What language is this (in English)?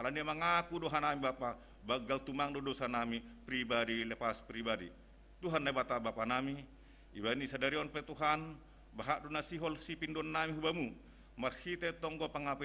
Batak Simalungun